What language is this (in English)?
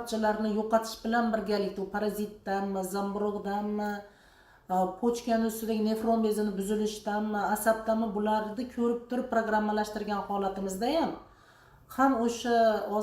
Uzbek